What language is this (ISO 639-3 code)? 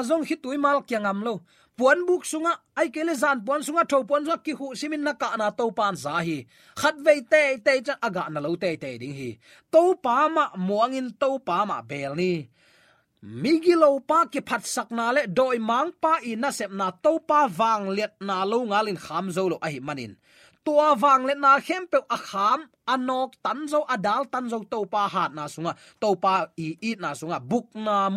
ctd